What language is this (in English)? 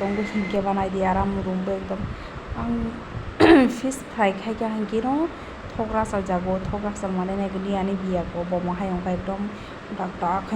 Kok Borok